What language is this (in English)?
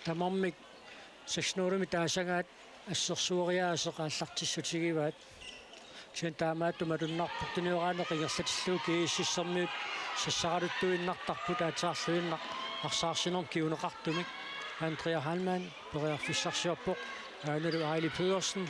Kalaallisut